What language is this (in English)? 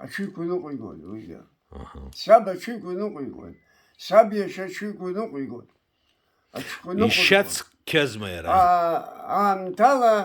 Abkhazian